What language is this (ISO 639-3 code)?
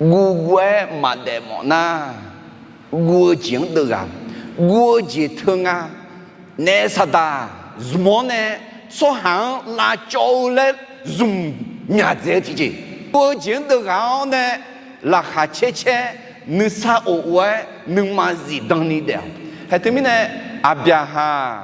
ahk